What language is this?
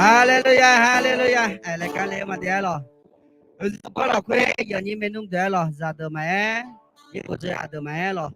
Akha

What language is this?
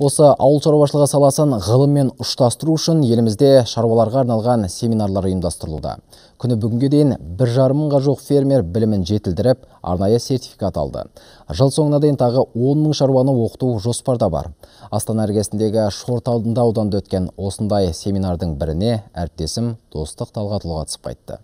Kazakh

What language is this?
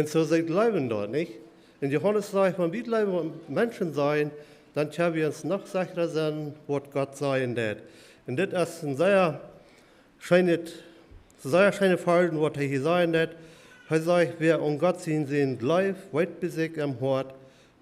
Plautdietsch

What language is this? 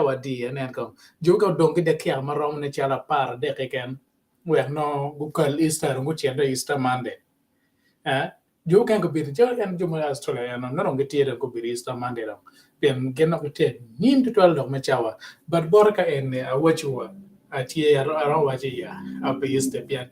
Acoli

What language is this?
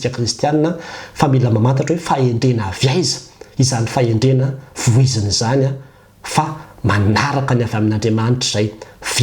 Malagasy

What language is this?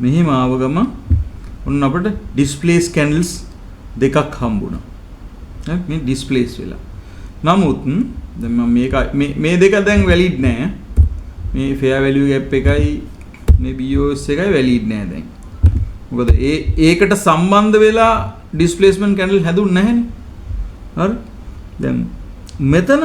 Sinhala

